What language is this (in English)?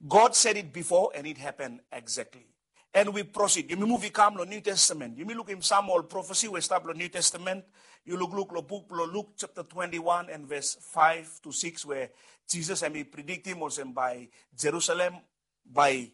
Bislama